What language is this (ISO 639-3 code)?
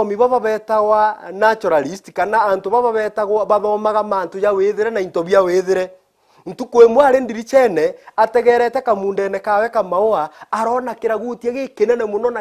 mer